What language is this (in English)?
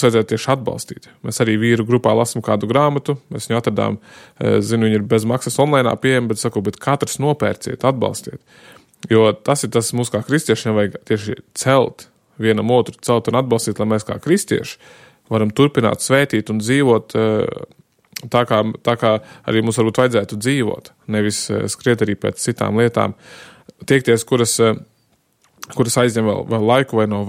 Latvian